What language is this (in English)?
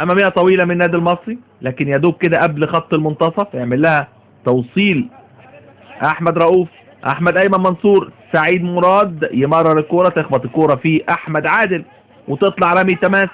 Egyptian Arabic